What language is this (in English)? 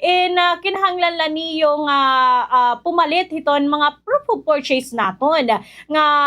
Waray